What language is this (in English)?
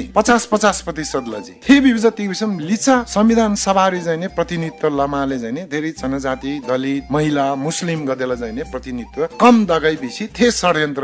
Eastern Tamang